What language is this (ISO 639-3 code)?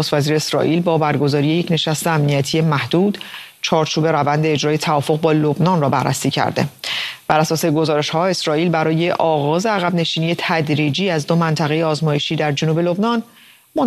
fas